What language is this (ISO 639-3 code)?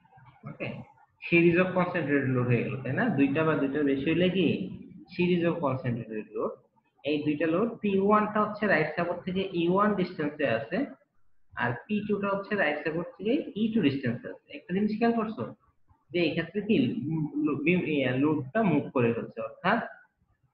ben